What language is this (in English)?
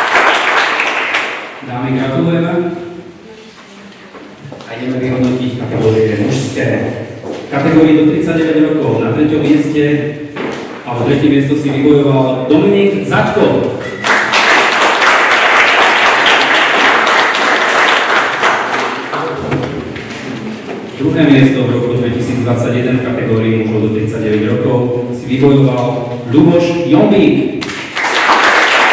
Slovak